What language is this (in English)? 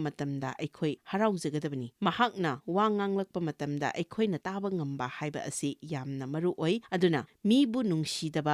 Manipuri